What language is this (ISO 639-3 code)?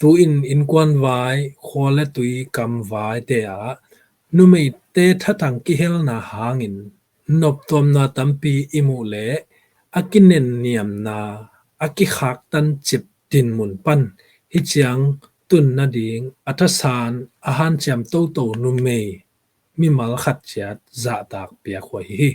ctd